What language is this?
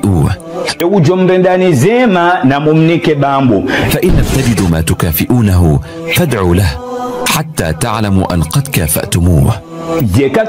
Ngazidja Comorian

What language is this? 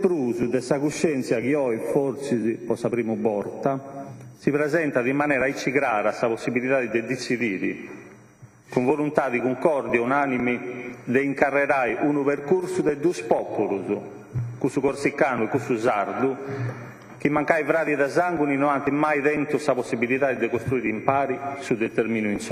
Sardinian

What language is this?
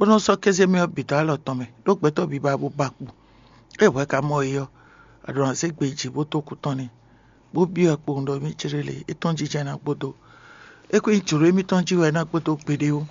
Fon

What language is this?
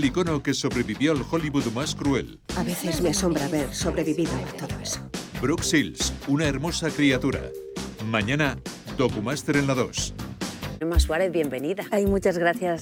Spanish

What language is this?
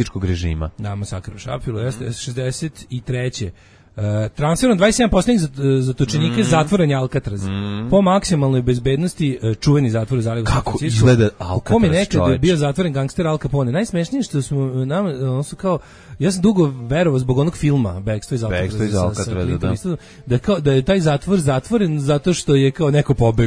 Serbian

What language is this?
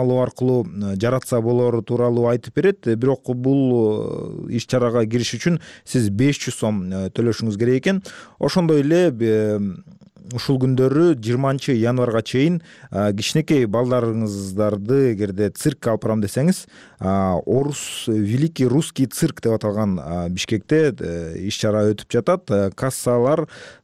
Kyrgyz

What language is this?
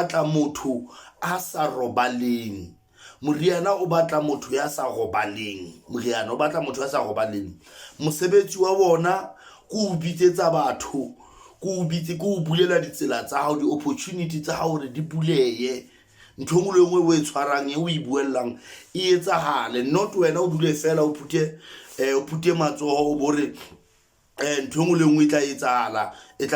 Southern Sotho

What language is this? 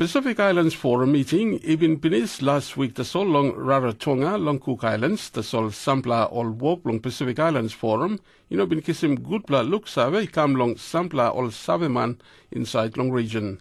Tok Pisin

